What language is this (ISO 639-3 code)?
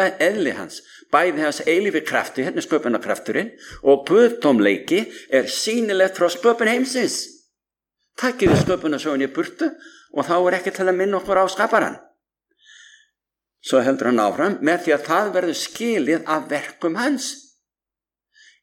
isl